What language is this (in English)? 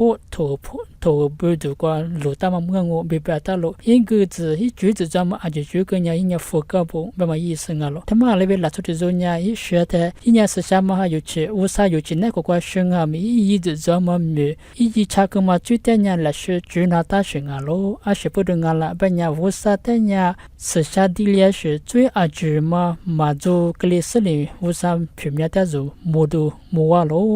Lisu